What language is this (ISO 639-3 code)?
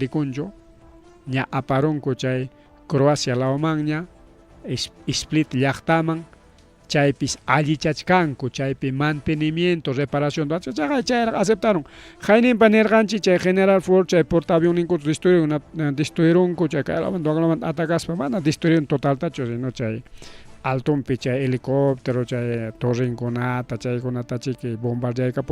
quy